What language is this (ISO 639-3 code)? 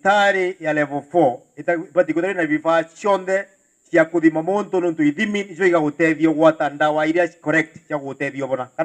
mer